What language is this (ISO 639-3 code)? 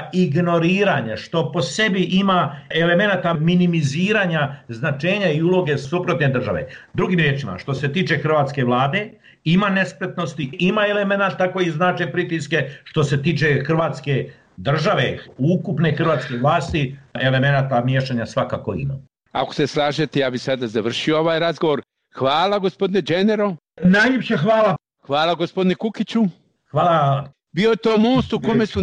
hrv